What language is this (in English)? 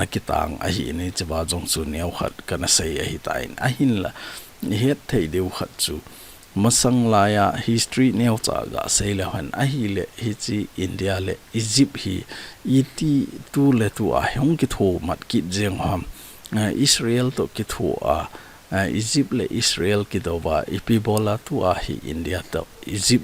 Thado Chin